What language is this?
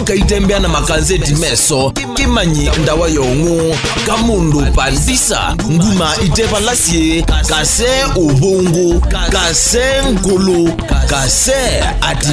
Kamba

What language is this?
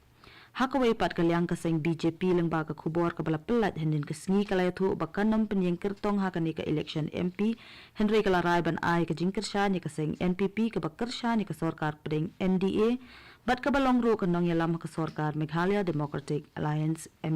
Khasi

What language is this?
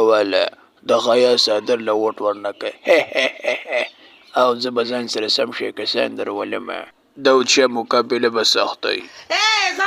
Pashto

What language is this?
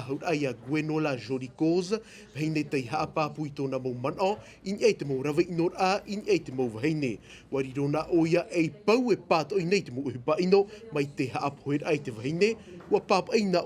Tahitian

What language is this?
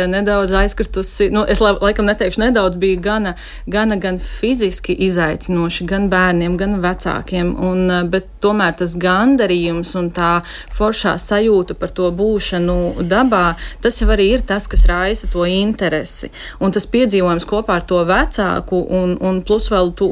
Latvian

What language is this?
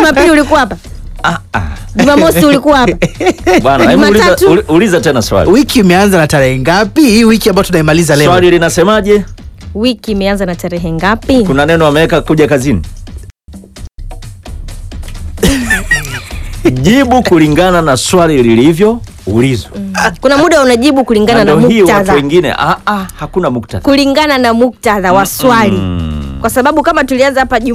Swahili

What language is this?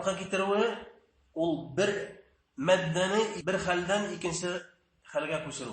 Bashkir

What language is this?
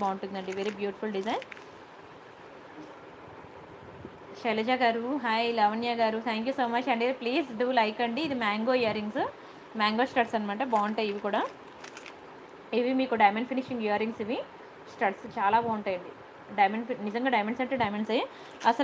Telugu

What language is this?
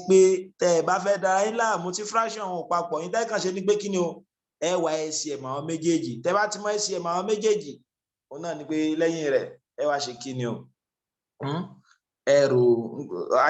Yoruba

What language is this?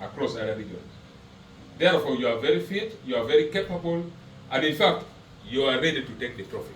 Acoli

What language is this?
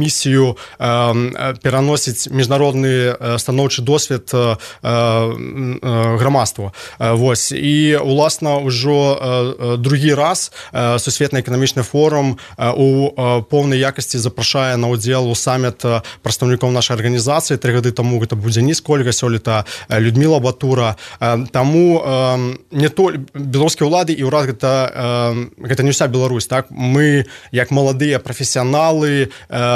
Belarusian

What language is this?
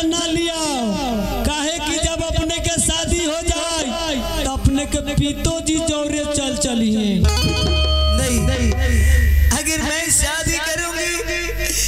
Bhojpuri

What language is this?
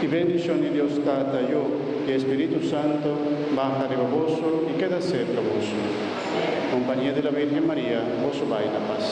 Papiamento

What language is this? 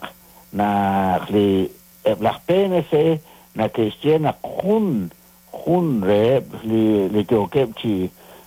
Kekchí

